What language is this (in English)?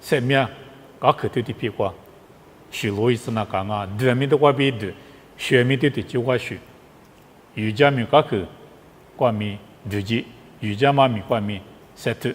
Lisu